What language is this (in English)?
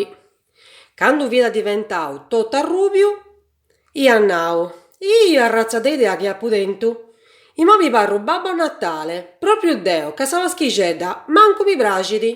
Sardinian